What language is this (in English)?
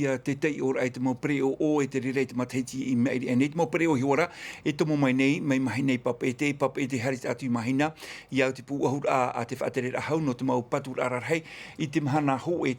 Tahitian